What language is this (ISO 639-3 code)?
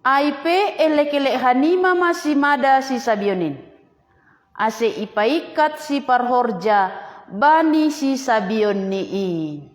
bts